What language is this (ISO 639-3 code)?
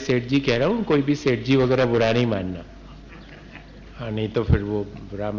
hin